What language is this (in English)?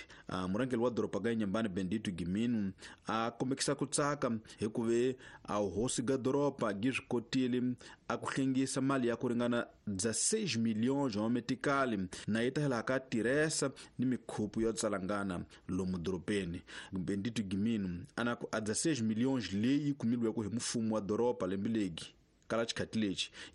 Tsonga